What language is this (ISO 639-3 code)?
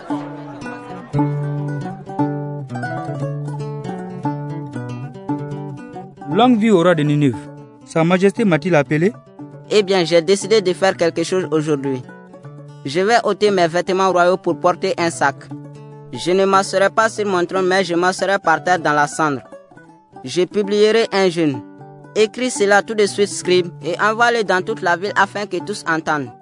fra